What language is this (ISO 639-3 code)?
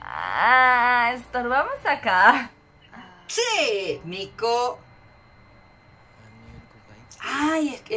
spa